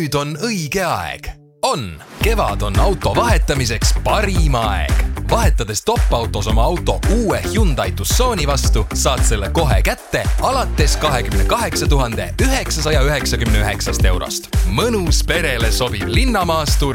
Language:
Estonian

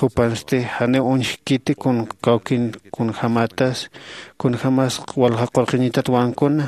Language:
Aymara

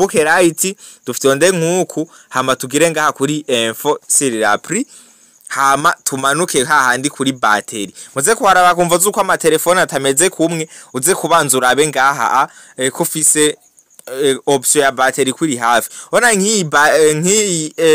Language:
Rundi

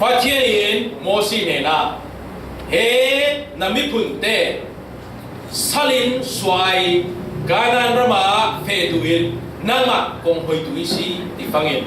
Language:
Falam Chin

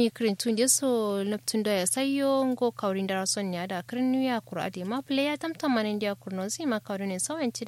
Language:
Kanuri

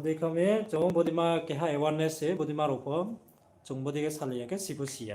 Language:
Riang (India)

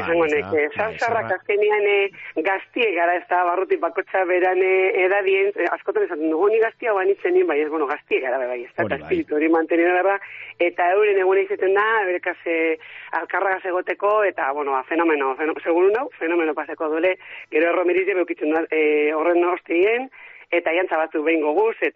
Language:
Basque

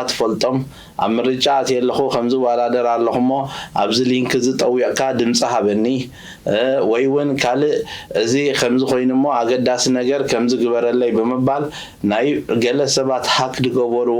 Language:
Tigrinya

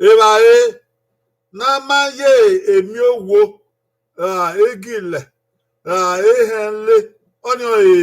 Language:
Bini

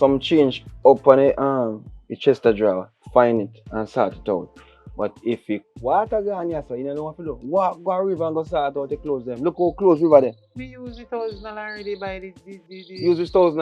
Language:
Jamaican Creole English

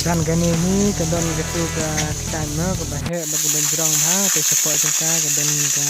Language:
Khasi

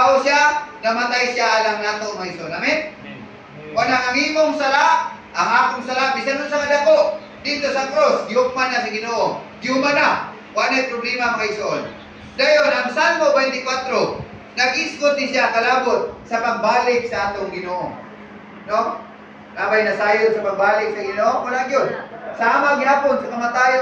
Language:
Cebuano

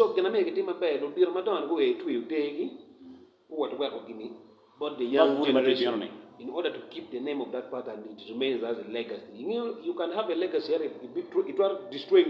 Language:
Acoli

